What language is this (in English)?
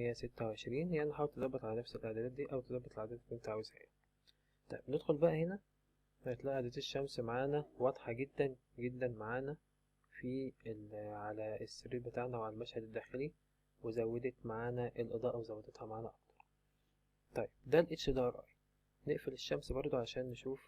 Egyptian Arabic